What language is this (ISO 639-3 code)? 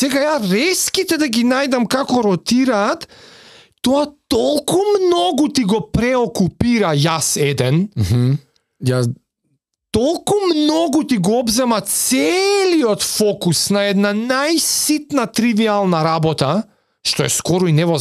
mkd